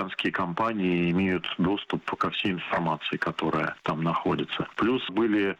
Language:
Russian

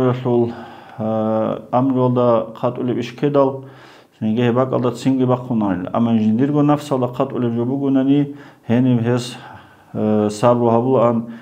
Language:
Avaric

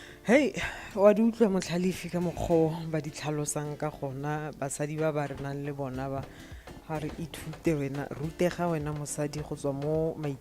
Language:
Tswana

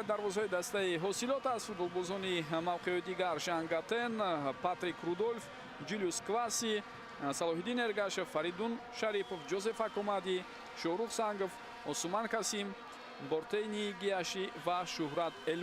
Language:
Tajik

